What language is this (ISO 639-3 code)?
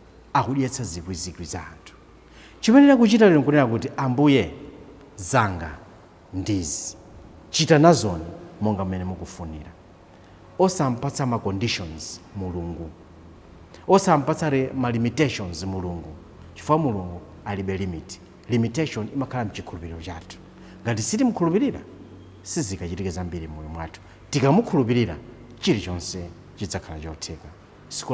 nya